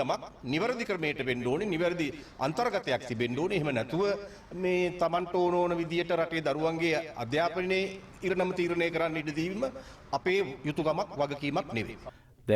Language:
Sinhala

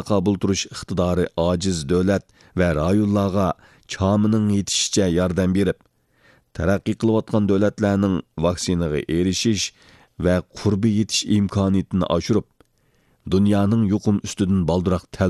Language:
Uyghur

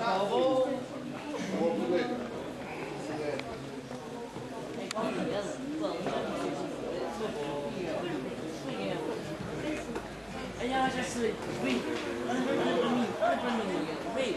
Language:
Portuguese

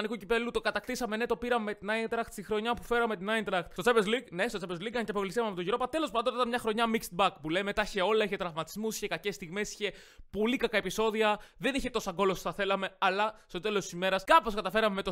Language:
Greek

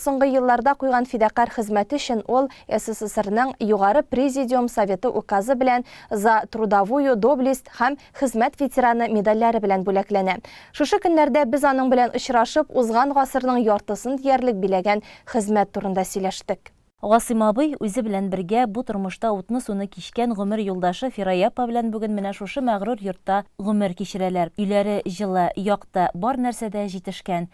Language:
Tatar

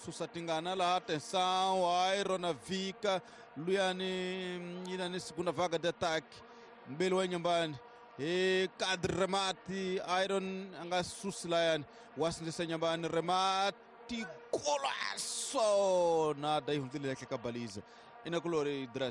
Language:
Tsonga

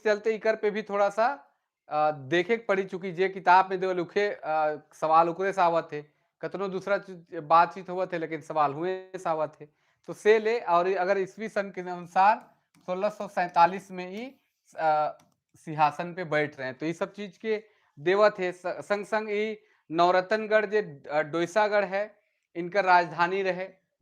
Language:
Sadri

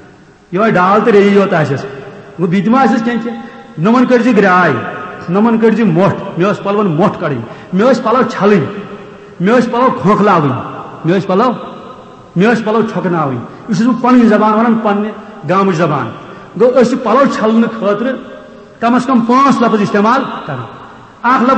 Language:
Kashmiri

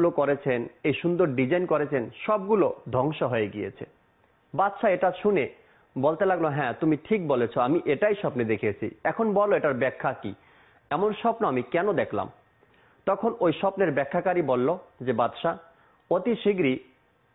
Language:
Bangla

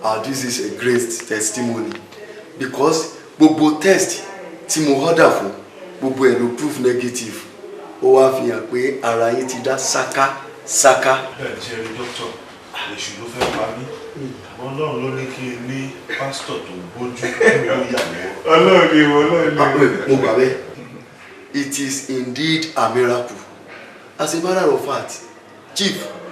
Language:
Yoruba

